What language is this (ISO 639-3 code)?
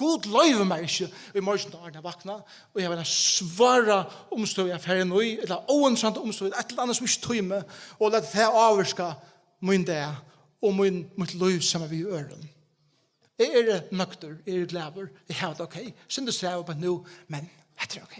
fao